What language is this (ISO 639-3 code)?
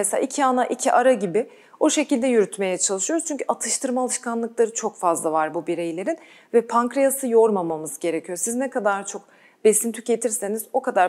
tur